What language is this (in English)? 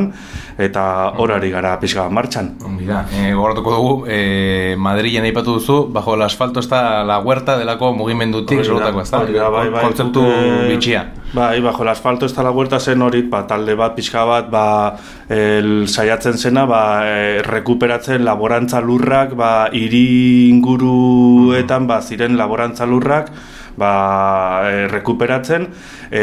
Basque